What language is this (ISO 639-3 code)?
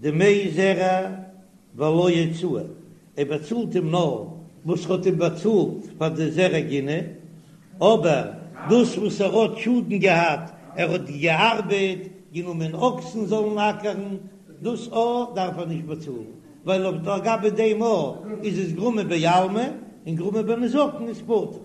yid